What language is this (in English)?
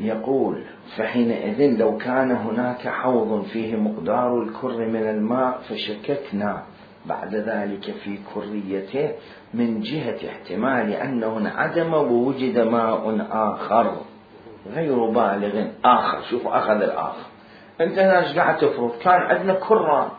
Mesopotamian Arabic